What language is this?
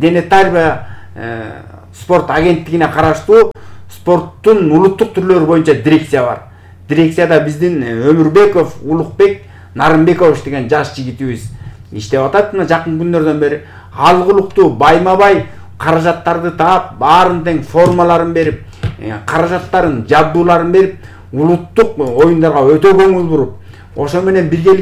Kyrgyz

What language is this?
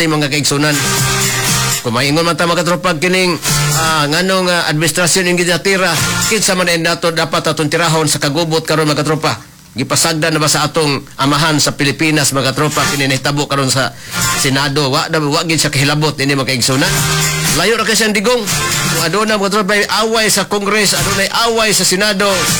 Cebuano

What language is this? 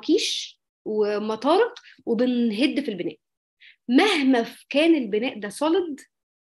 Egyptian Arabic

